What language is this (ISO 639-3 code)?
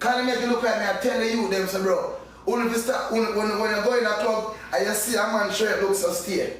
jam